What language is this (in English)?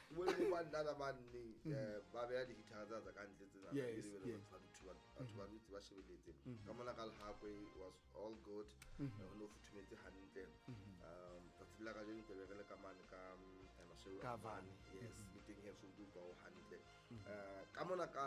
Southern Sotho